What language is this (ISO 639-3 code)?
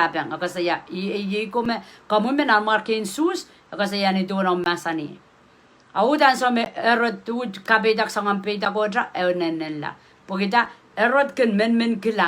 pon